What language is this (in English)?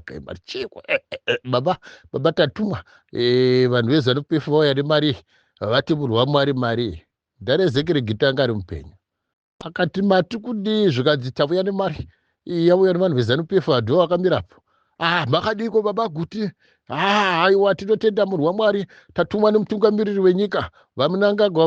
Shona